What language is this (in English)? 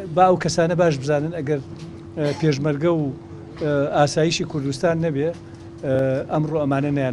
Central Kurdish